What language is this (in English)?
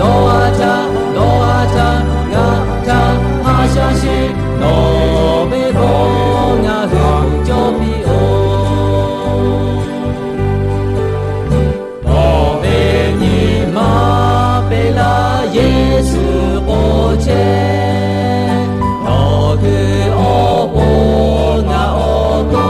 Lahu